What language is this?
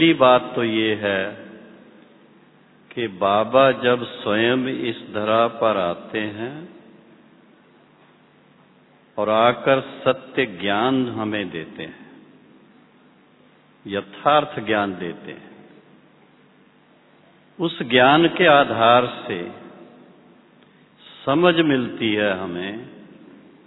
Hindi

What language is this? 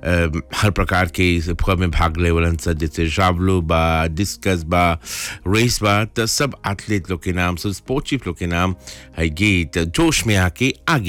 Bhojpuri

